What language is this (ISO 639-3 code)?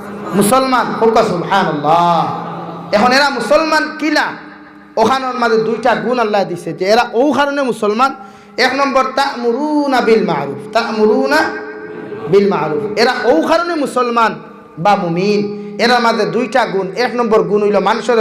syl